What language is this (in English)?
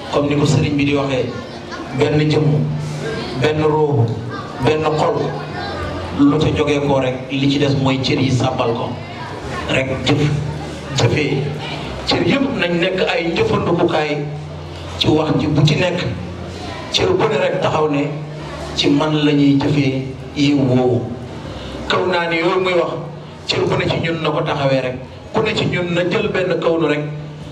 Wolof